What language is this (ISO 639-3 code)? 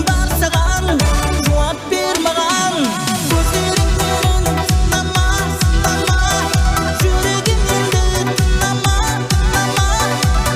kaa